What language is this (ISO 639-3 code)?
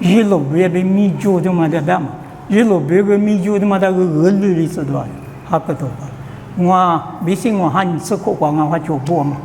lis